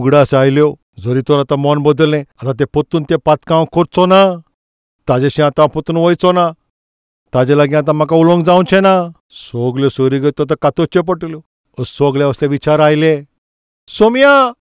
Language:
Konkani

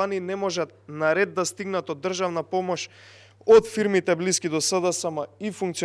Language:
Macedonian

